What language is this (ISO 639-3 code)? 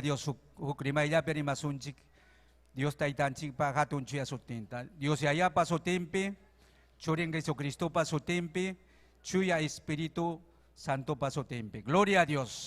quy